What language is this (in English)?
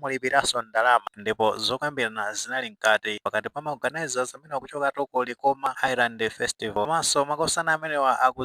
Nyanja